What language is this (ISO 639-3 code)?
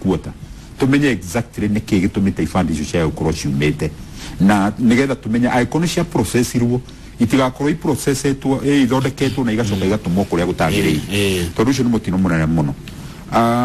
kik